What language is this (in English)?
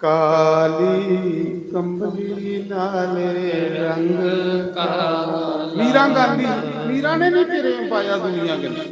Dogri